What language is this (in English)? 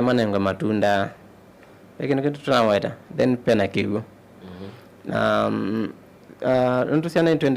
Kamba